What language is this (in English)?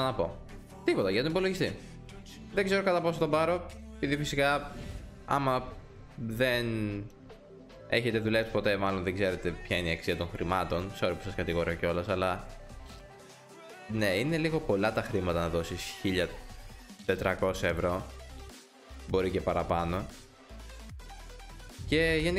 Greek